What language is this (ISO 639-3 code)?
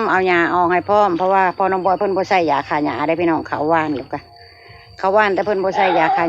tts